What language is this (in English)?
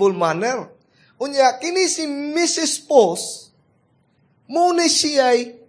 Cebuano